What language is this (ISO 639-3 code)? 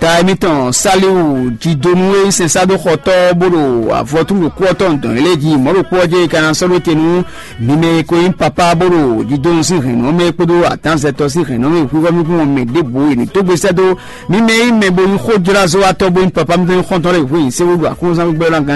fon